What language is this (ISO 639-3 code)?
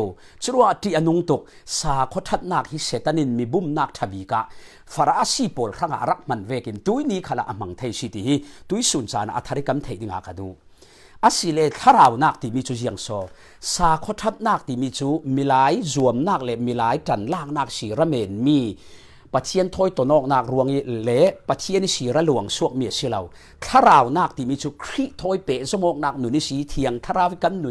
cfm